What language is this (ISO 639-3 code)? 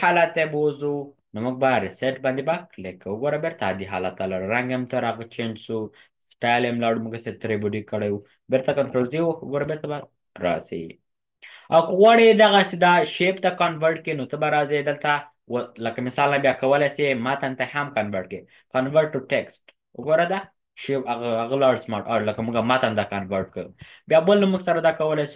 pus